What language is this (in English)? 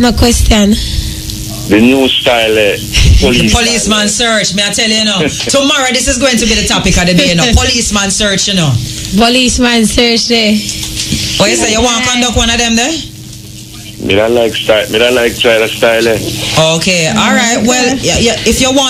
Jamaican Creole English